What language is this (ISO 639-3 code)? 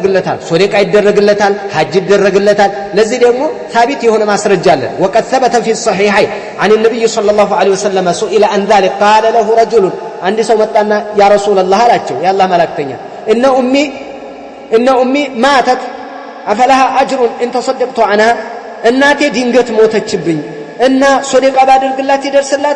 amh